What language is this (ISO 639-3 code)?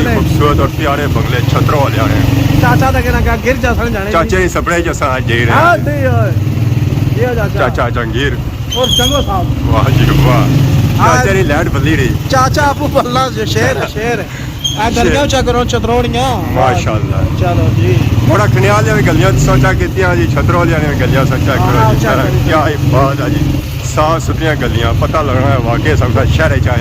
phr